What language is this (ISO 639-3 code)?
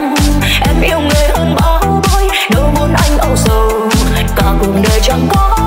vie